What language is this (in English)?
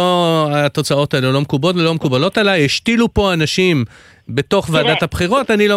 Hebrew